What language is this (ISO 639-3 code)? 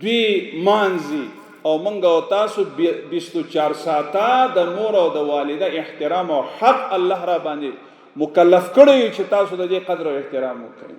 pus